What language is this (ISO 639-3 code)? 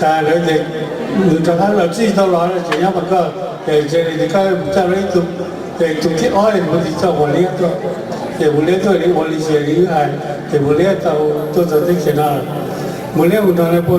hmn